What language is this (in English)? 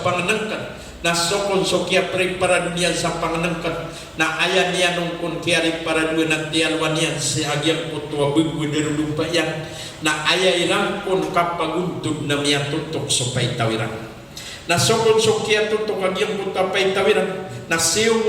Maranao